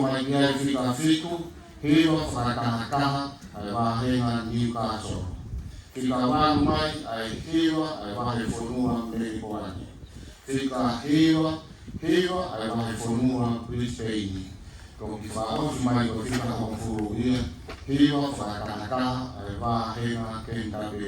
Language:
Tongan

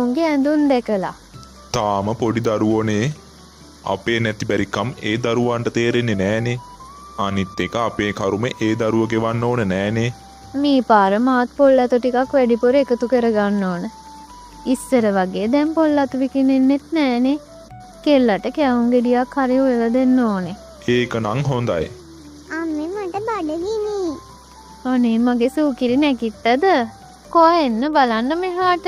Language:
Sinhala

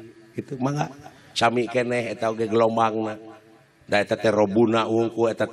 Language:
Sundanese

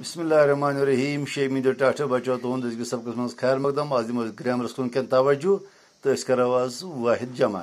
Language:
Kashmiri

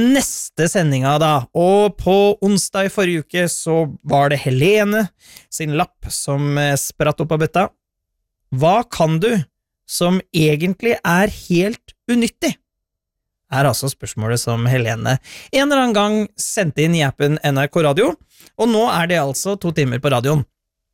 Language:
Norwegian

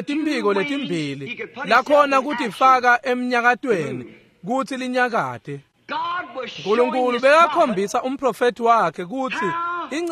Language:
Swati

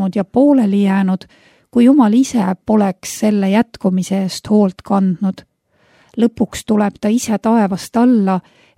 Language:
Estonian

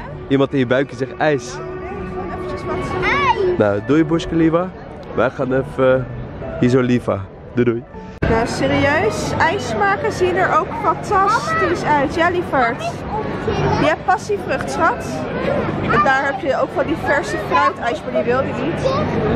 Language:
Dutch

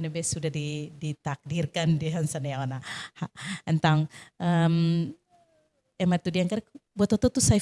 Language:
Tetum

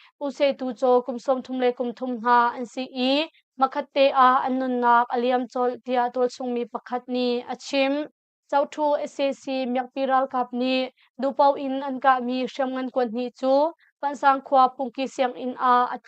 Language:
Hakha Chin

